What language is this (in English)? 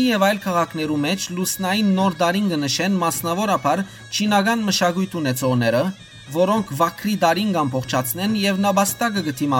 Western Armenian